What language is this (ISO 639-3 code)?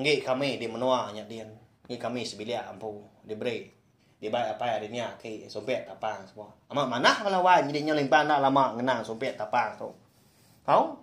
iba